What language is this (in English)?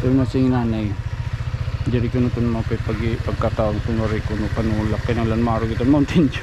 Waray